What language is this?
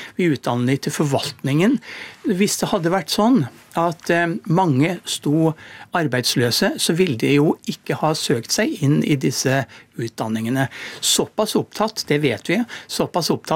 Norwegian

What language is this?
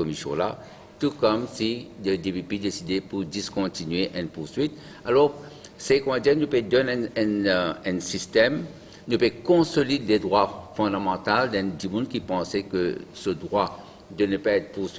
Morisyen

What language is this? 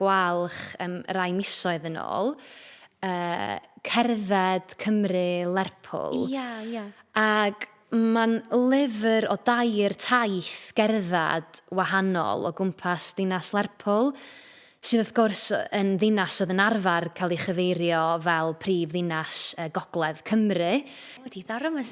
Welsh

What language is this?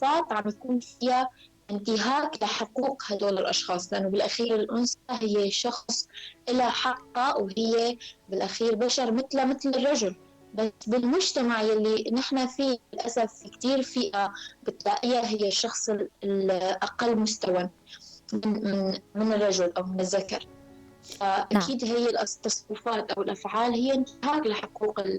North Levantine Arabic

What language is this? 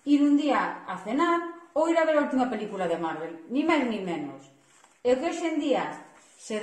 Galician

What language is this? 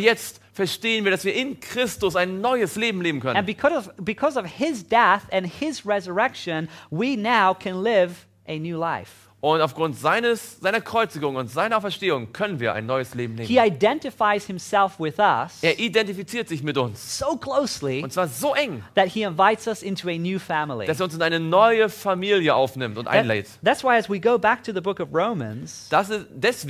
German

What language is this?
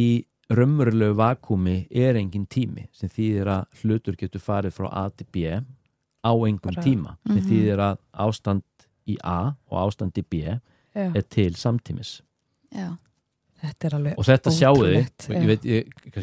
Icelandic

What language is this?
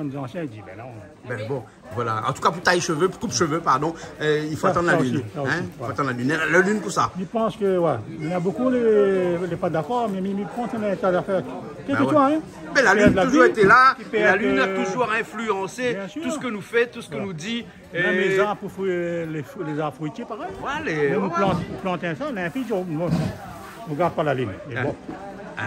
Réunion Creole French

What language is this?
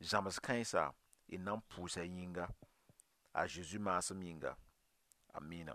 Mossi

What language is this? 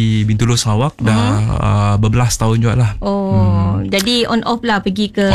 Malay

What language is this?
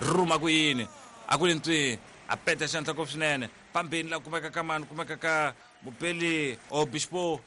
Tsonga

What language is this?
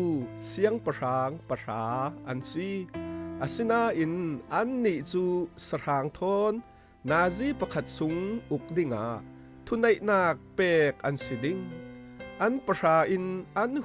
Falam Chin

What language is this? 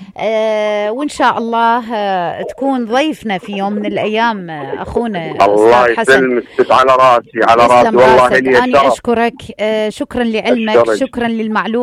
Mesopotamian Arabic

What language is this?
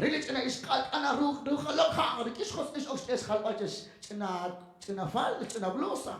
Kekchí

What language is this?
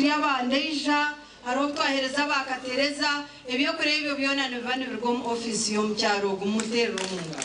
Nyankole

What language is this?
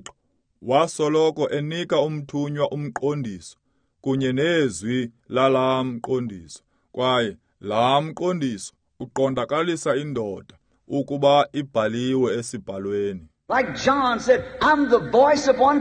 Xhosa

